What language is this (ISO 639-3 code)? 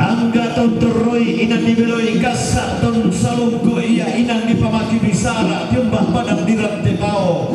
sda